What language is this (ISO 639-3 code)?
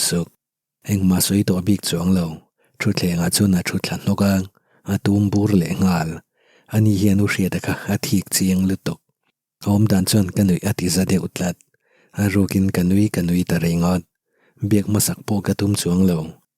lus